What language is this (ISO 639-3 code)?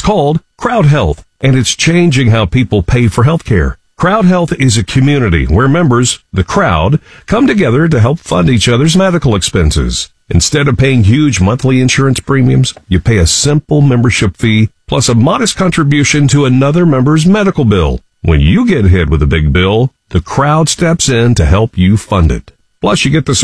eng